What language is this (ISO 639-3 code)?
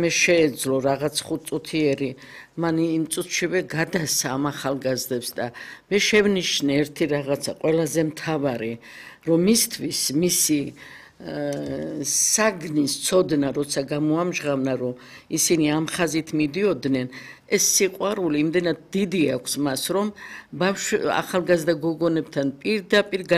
kat